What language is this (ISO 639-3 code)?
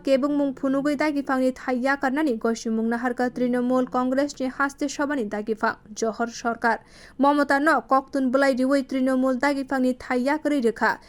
trp